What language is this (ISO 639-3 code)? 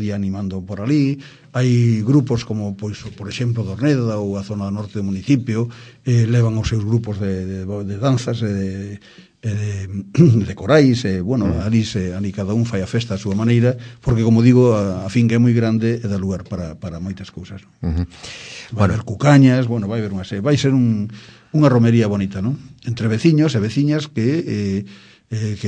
glg